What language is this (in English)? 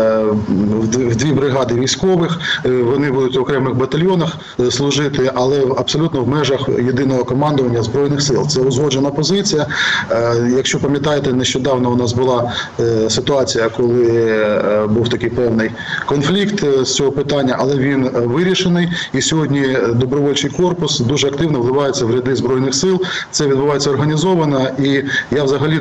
Ukrainian